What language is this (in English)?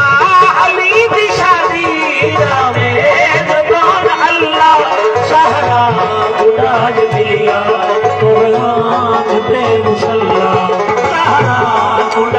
Saraiki